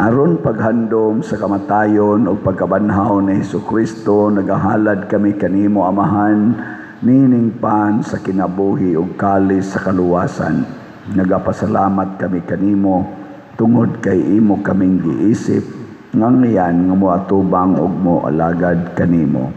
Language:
Cebuano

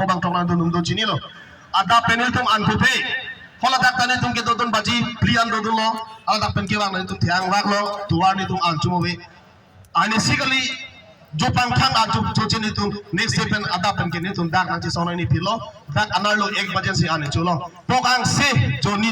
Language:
Karbi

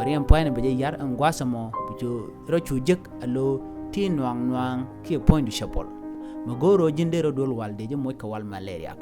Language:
Nuer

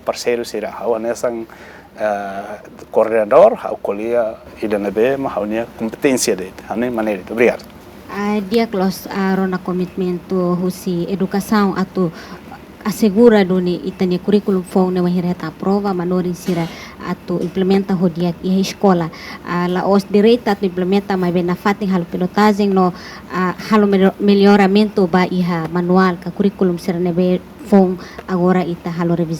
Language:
Tetum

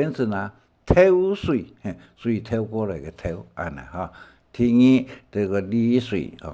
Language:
Hakka Chinese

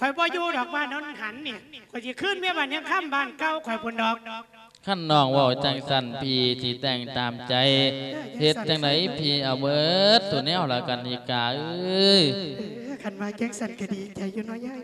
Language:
Lao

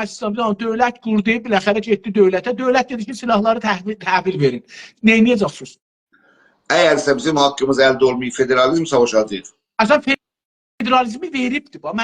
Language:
South Azerbaijani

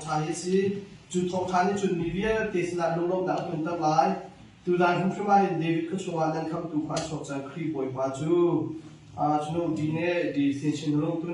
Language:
Hakha Chin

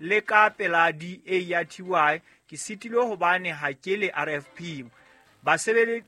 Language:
Southern Sotho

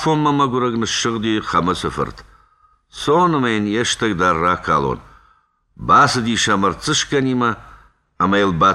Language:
Ossetic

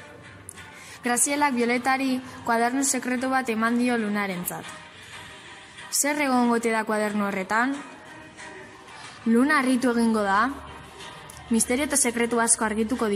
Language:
Basque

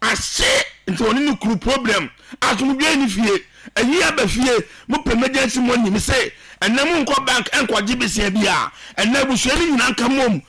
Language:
Akan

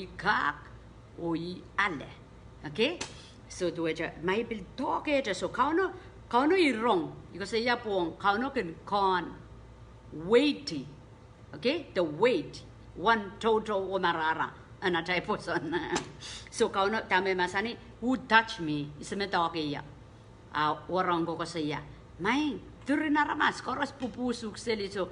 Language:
Pohnpeian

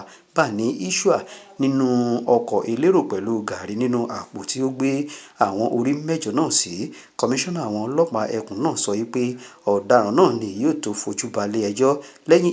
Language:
Yoruba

